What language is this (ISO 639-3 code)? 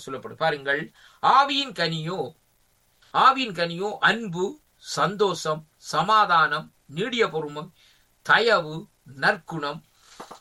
tam